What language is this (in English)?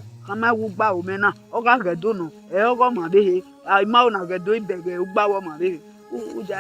Bini